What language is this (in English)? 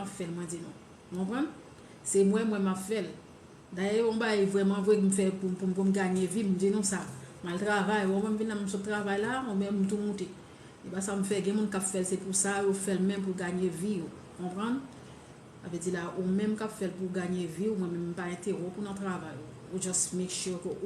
Haitian Creole